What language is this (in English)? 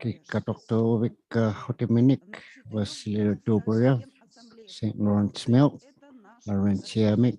Inuktitut